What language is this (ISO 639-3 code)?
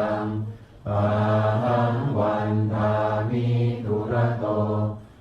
pli